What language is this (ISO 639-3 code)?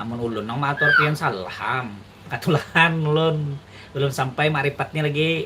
bjn